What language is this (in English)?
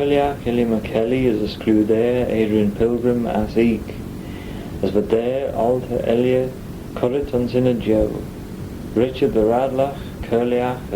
Manx